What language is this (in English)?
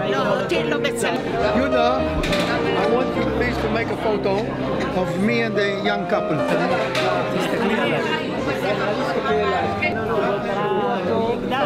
Hebrew